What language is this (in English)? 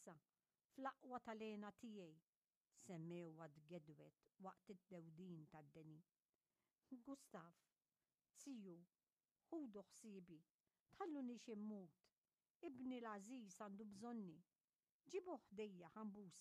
Maltese